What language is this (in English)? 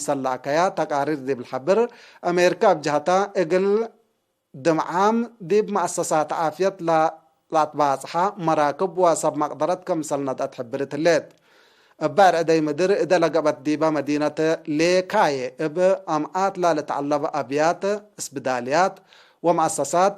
Tigre